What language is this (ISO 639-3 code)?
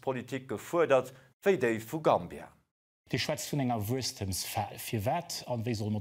ltz